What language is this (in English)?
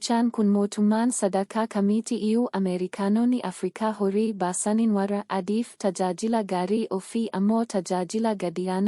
Oromo